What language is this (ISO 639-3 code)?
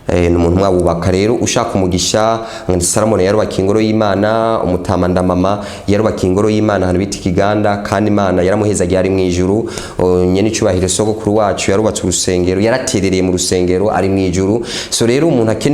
run